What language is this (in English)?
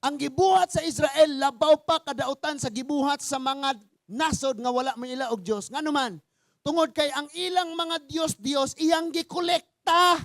Cebuano